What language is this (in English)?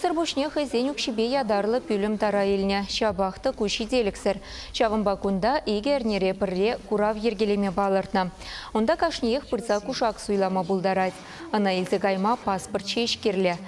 Chuvash